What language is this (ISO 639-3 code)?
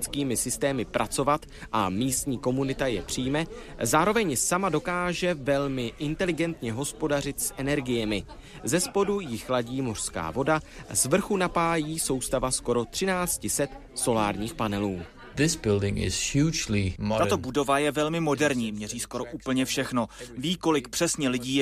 ces